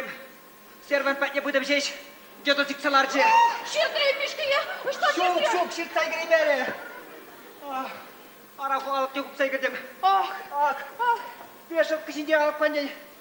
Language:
Chuvash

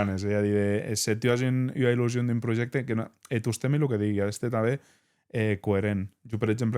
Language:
Occitan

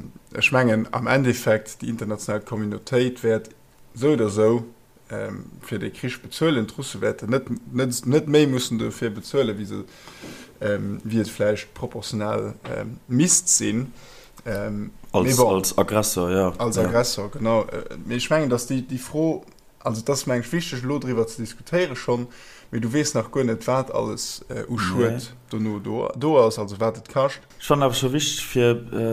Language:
Luxembourgish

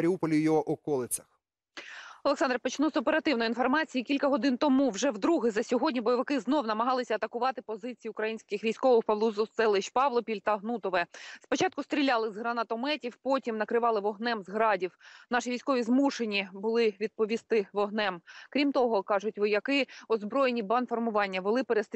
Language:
Ukrainian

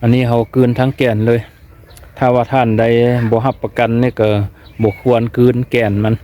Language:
Lao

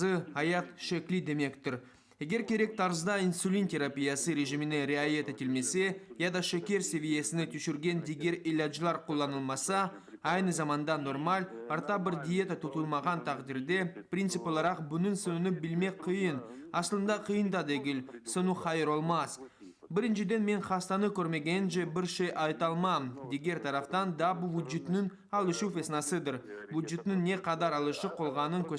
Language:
Crimean Tatar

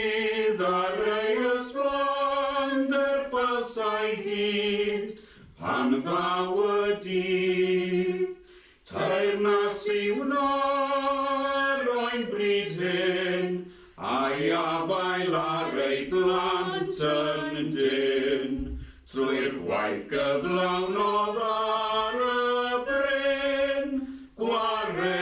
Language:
Welsh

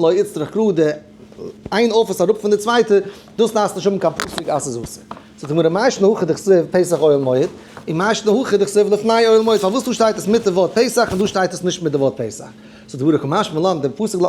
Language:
Yiddish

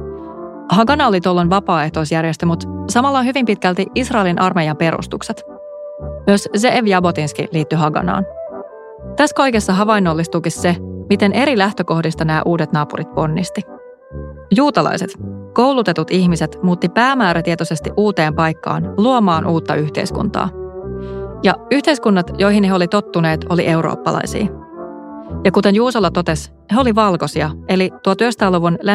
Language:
Finnish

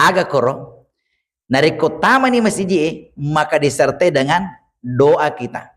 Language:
Buginese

